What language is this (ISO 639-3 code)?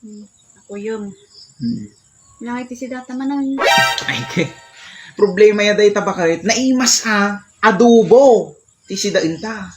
ilo